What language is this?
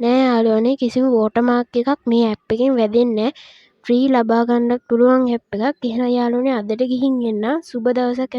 Sinhala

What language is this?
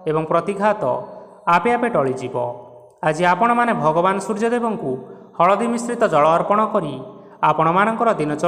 Odia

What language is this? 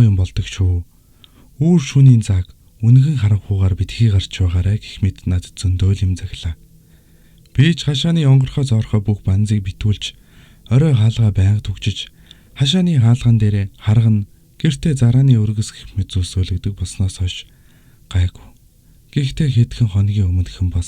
Mongolian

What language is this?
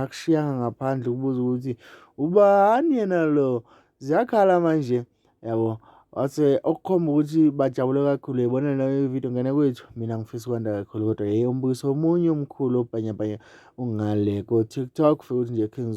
Zulu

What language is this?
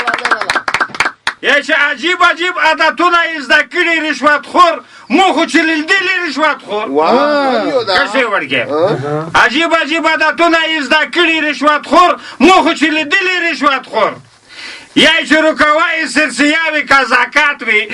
Pashto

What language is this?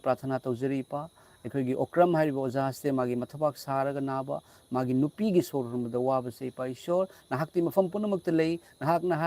Manipuri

